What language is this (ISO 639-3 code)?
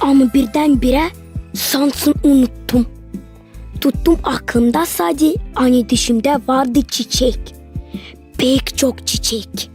gag